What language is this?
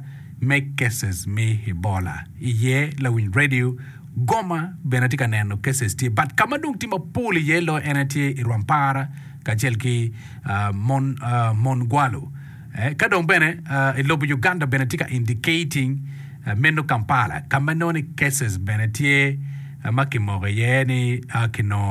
Acoli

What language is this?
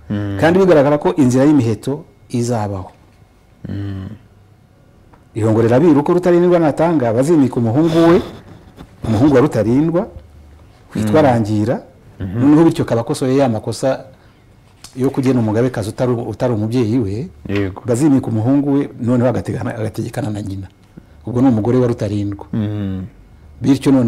Kinyarwanda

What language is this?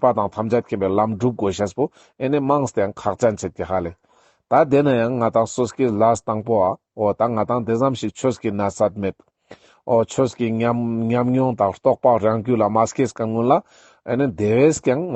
Ladakhi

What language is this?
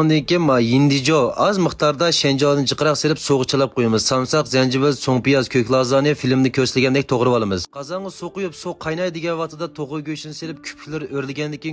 Uyghur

